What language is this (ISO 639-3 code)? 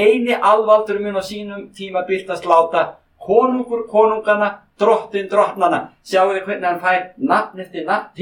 isl